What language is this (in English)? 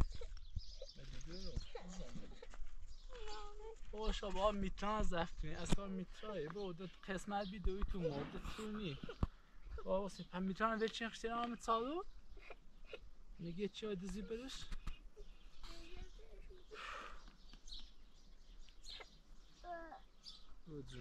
Persian